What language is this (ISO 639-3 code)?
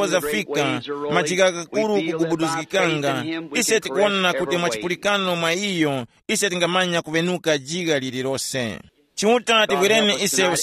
tum